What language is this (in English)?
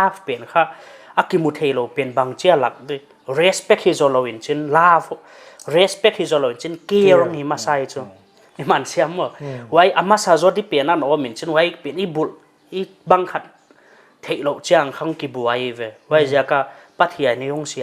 Paite Chin